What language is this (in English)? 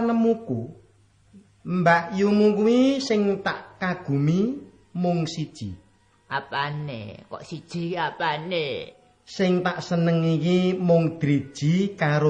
Javanese